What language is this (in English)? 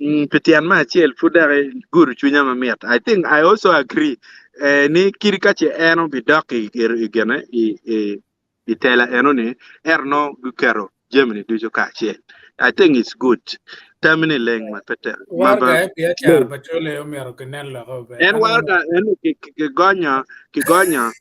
Acoli